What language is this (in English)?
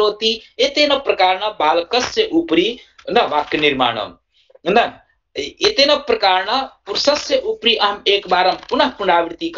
Sanskrit